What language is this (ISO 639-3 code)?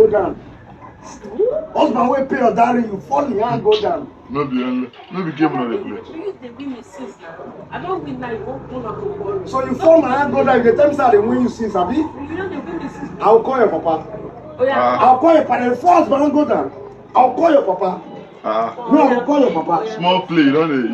pcm